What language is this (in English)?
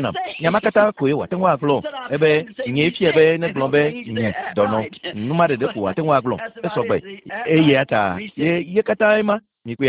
Ewe